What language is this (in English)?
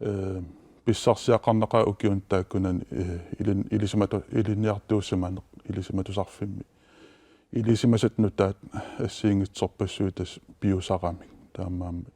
Kalaallisut